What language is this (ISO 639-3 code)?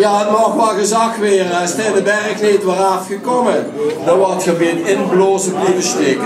lim